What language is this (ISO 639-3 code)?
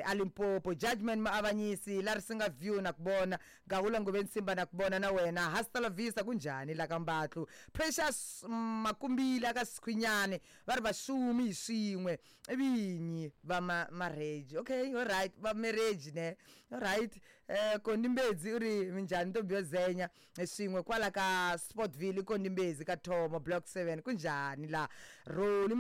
tso